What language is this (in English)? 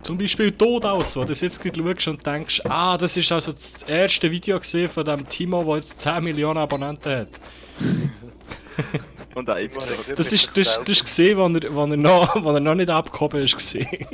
Swiss German